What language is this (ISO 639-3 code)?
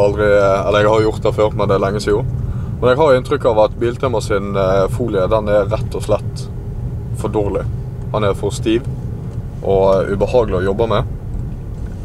nor